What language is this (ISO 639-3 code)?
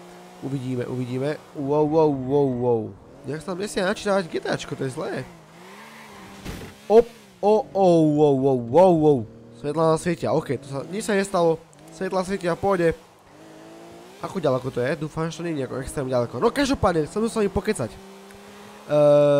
slk